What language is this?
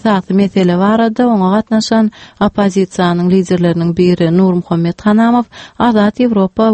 Turkmen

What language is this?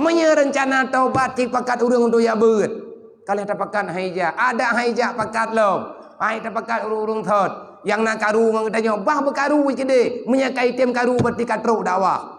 Achinese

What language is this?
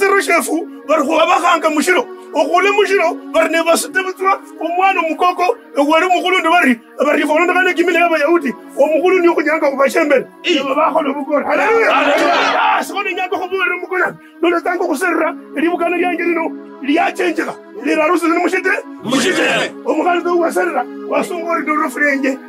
Kabras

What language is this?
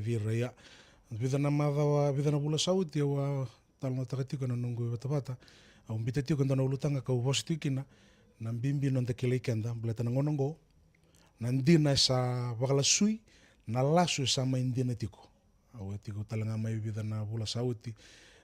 Fijian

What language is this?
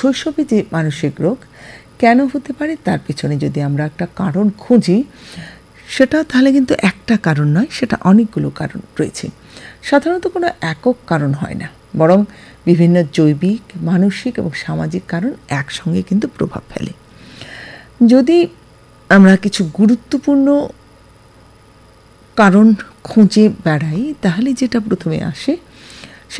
Bangla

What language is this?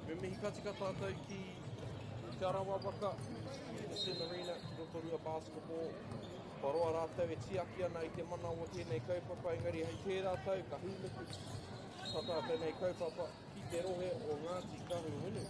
Māori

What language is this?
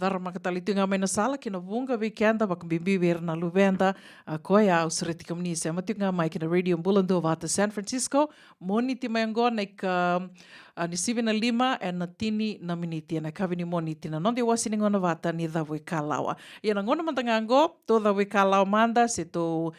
Fijian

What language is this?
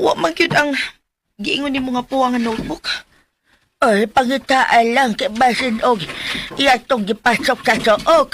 Cebuano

